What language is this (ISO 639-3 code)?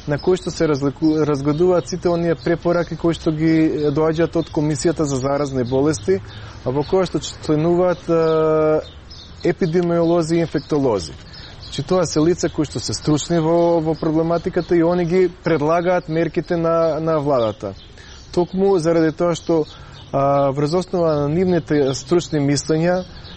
mkd